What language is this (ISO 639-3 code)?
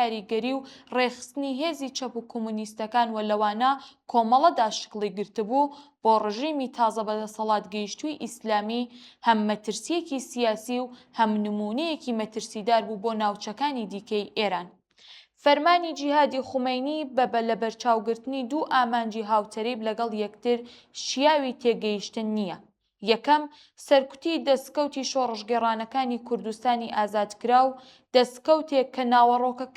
ckb